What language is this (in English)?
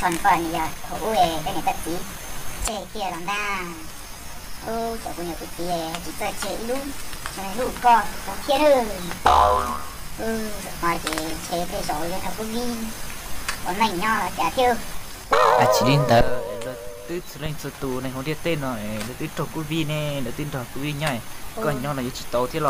Hmong